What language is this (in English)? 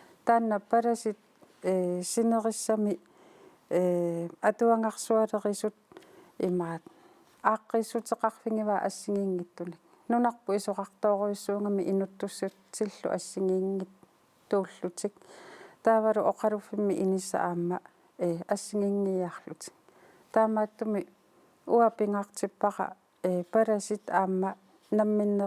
Kalaallisut